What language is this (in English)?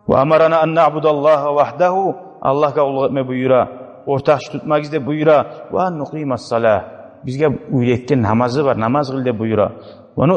Kumyk